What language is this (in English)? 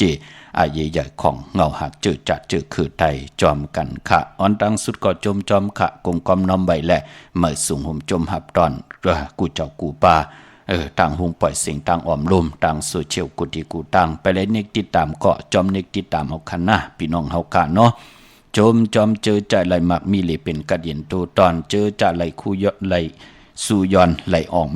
Shan